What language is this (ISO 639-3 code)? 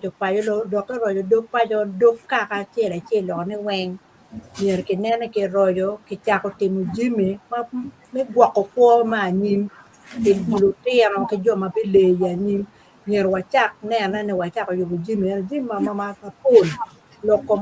ach